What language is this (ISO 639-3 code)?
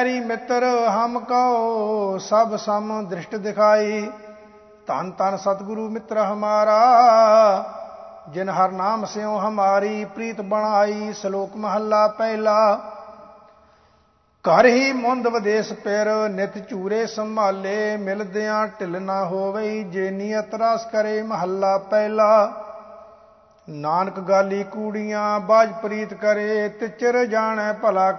pan